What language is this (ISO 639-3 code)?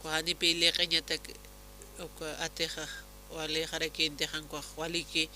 aym